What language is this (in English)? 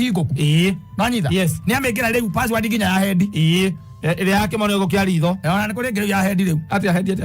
Kikuyu